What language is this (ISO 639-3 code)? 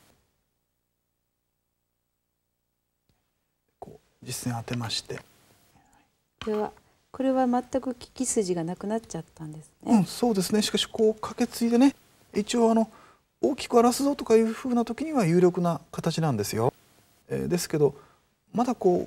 jpn